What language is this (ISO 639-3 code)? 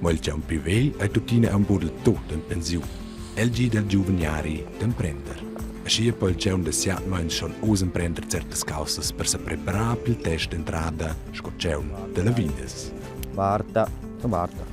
roh